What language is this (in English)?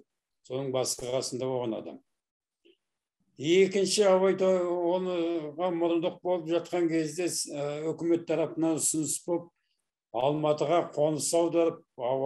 Kazakh